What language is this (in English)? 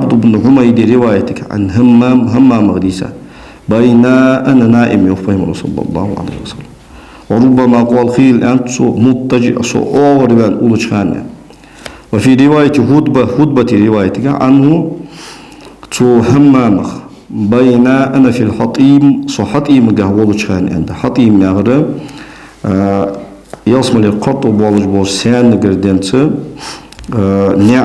Ingush